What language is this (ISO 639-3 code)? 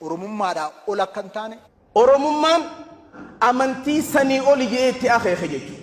orm